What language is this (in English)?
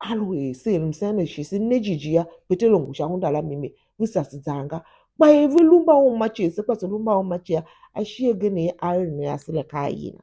Tiv